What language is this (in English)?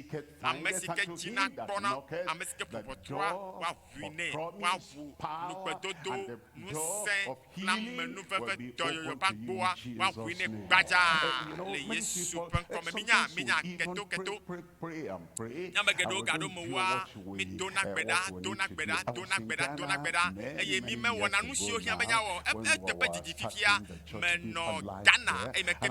Ewe